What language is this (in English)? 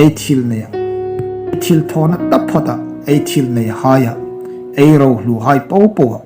Hmar